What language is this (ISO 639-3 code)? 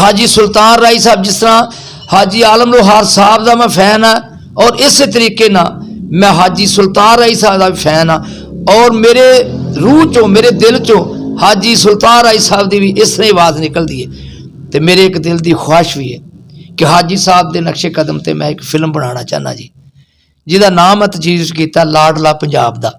lah